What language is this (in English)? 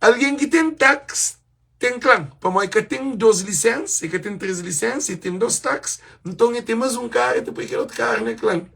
Kabuverdianu